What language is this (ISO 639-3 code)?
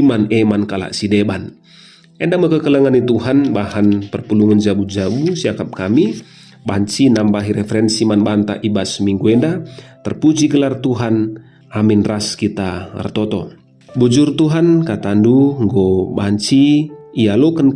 btx